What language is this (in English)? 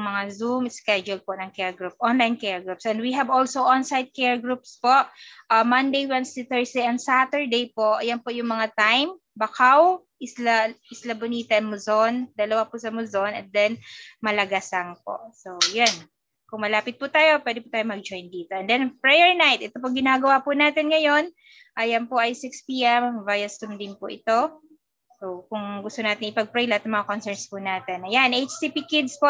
Filipino